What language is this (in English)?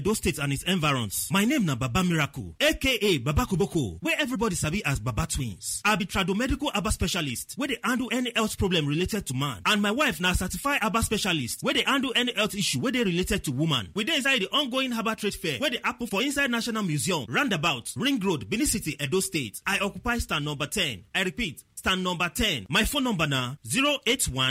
Nigerian Pidgin